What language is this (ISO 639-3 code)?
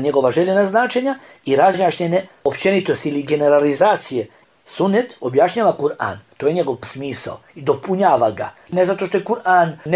bos